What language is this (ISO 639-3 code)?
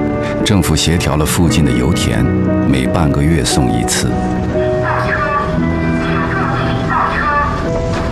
zho